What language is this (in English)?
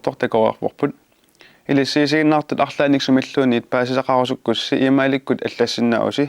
Kalaallisut